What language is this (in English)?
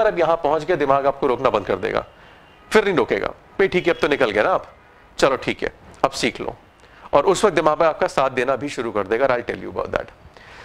Hindi